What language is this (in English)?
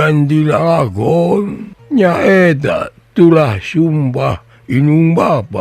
Sundanese